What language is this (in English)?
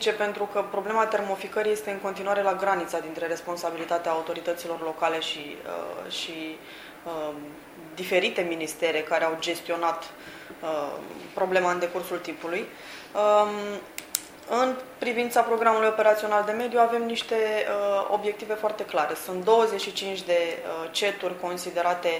Romanian